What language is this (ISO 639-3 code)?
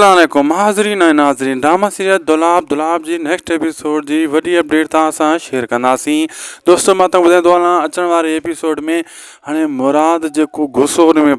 snd